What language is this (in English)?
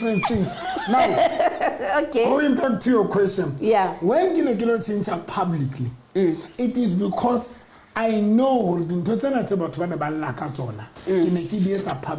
Southern Sotho